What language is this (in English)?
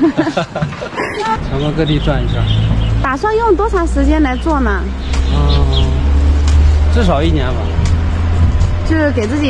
Chinese